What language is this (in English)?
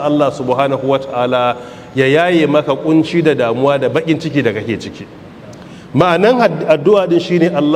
Hausa